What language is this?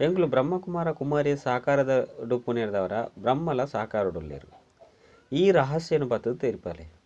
Tulu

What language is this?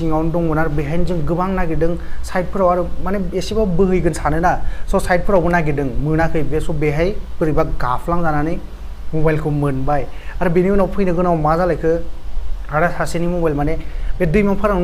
Bodo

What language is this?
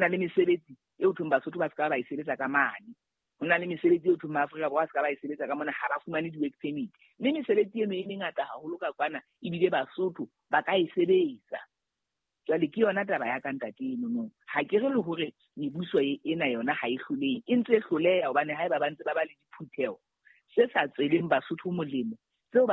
Southern Sotho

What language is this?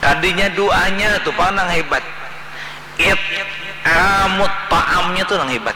Banjar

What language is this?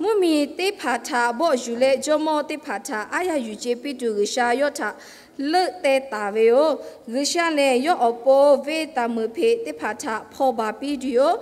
Lahu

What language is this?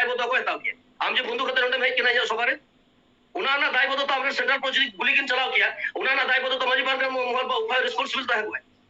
Santali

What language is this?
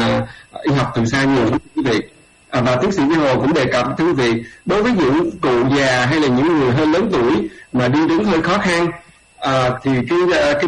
Vietnamese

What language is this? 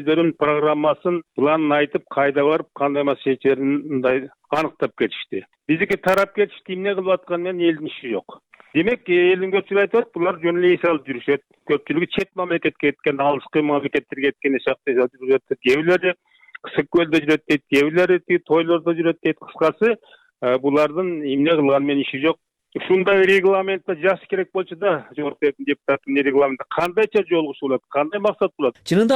Kyrgyz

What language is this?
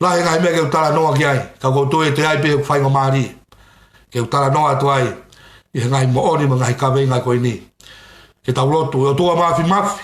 Tongan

